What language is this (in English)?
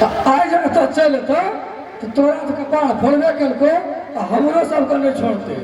Maithili